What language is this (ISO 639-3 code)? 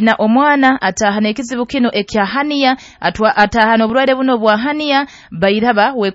nyo